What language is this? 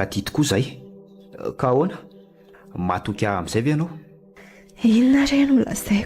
Malagasy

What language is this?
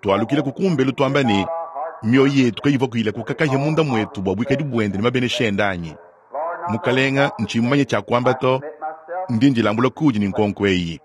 Luba-Lulua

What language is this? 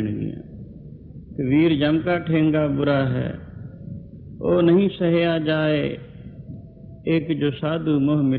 Punjabi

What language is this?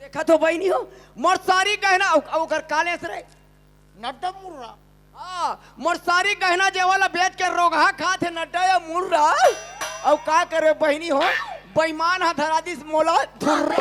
Chhattisgarhi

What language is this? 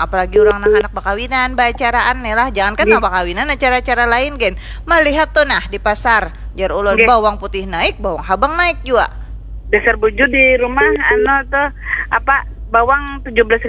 Banjar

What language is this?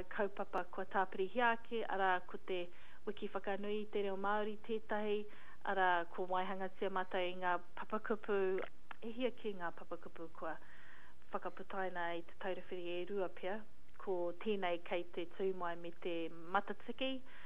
Māori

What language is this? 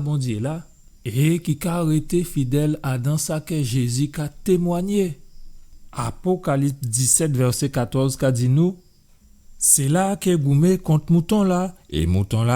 Guadeloupean Creole French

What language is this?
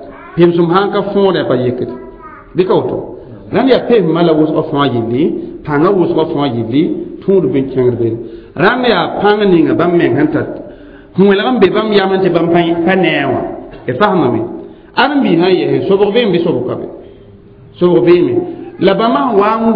Mossi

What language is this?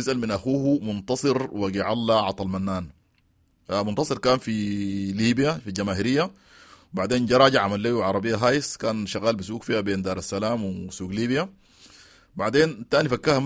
Sudanese Arabic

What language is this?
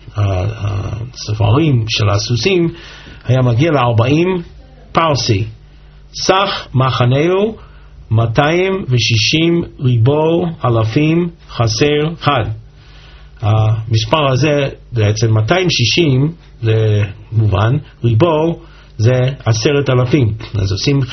Hebrew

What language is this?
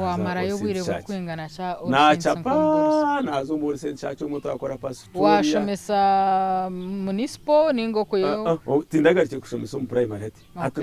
Nyankole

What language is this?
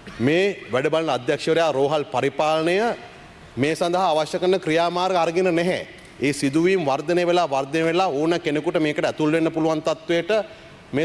Sinhala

